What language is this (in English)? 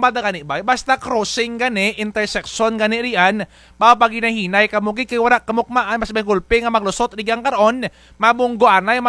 Kinaray-a